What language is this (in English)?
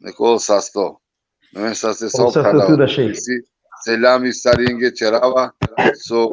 Balkan Romani